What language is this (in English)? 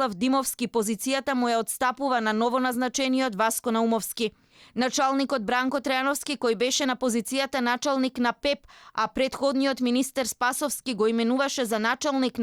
Macedonian